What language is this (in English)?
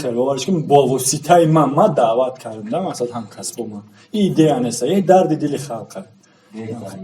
Tajik